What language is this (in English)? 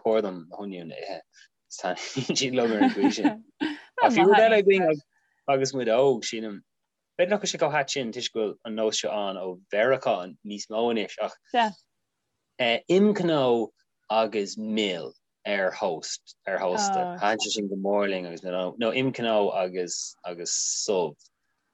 Irish